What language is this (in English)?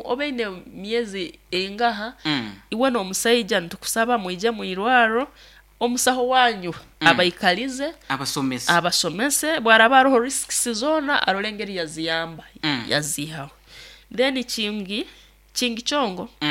Nyankole